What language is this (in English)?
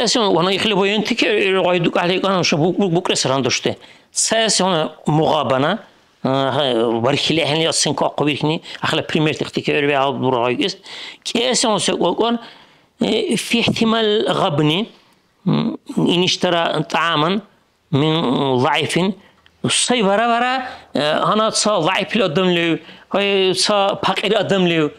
Dargwa